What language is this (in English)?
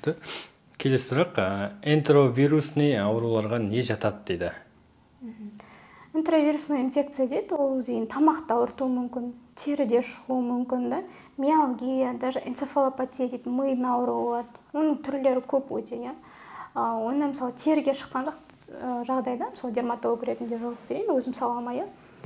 Kazakh